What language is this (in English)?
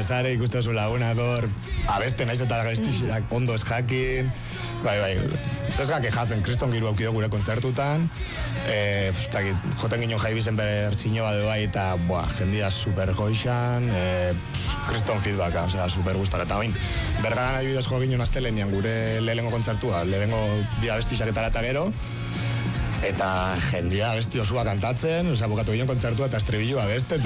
Basque